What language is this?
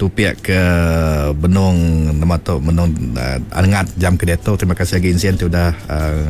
Iban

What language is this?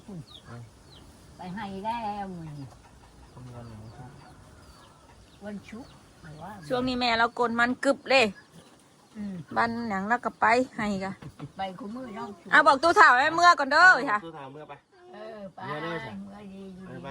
Northeastern Thai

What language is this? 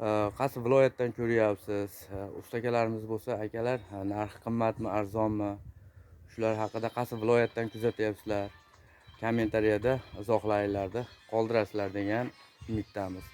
Uzbek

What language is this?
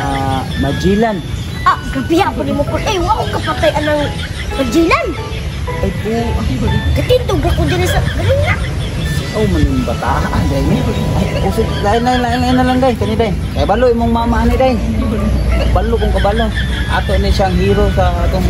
Cebuano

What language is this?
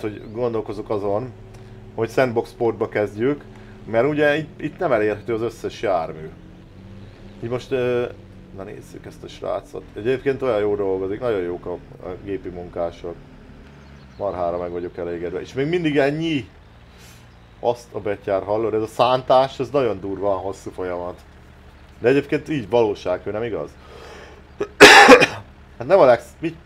Hungarian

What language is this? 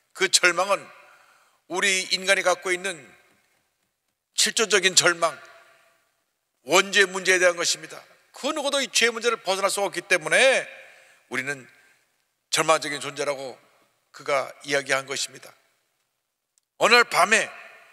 Korean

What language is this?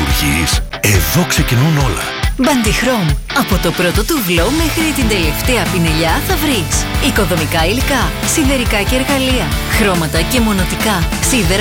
Greek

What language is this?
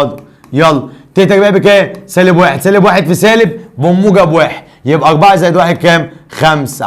Egyptian Arabic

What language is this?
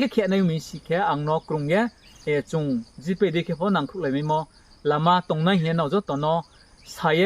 Riang (India)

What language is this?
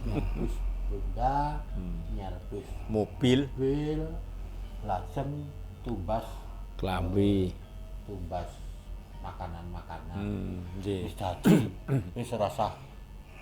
Javanese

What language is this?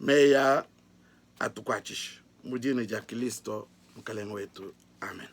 Luba-Lulua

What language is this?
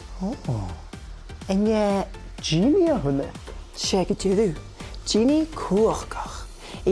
Scottish Gaelic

